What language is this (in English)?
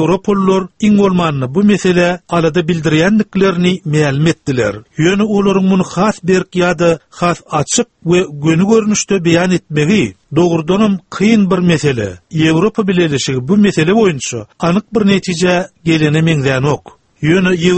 Turkmen